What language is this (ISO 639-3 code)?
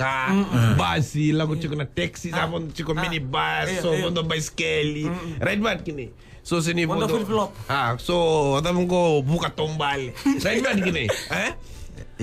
fij